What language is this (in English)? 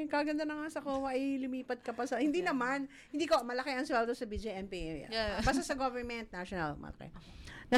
Filipino